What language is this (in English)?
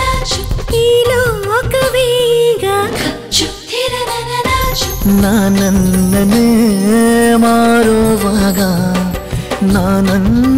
Kannada